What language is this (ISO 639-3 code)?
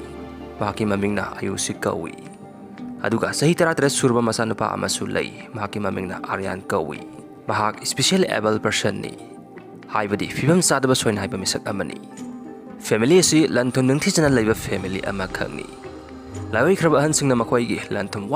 mni